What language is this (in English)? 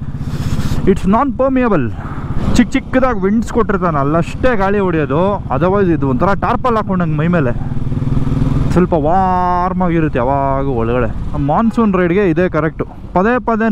Kannada